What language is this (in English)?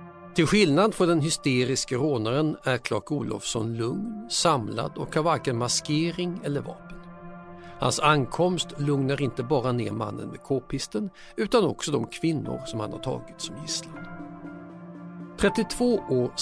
Swedish